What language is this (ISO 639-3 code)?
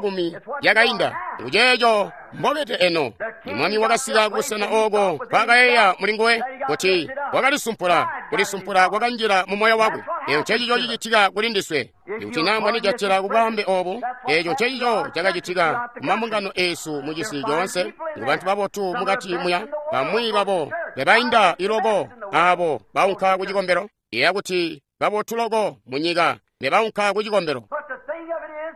toi